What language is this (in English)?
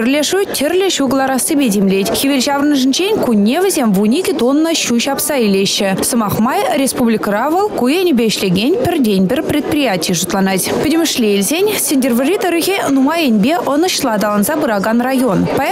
Chuvash